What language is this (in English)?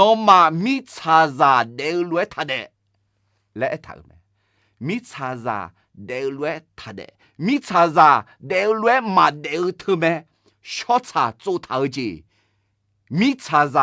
Akha